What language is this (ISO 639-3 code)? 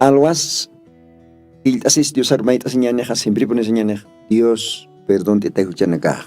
aym